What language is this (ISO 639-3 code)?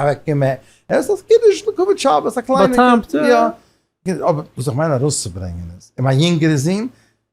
yid